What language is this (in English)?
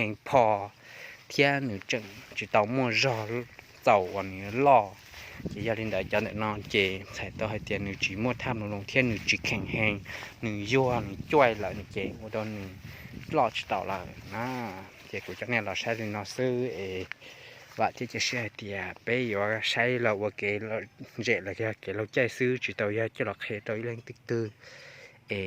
Hmong